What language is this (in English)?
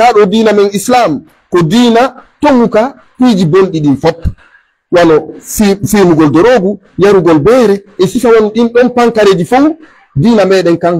Pular